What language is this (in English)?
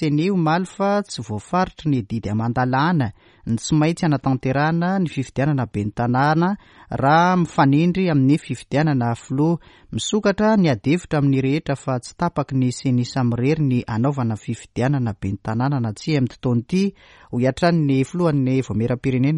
Malagasy